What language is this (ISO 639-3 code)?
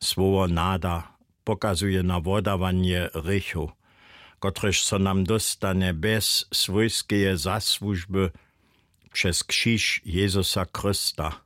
hsb